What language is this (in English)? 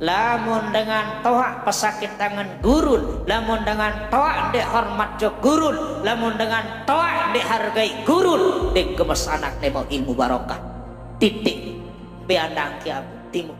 Sasak